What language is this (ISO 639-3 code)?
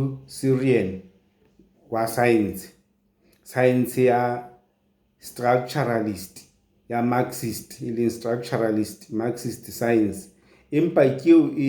sot